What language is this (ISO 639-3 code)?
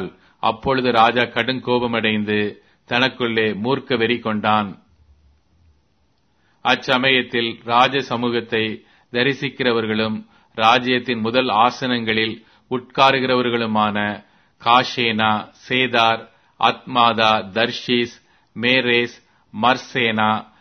tam